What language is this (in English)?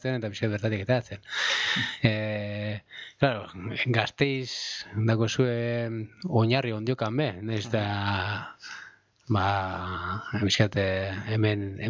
Basque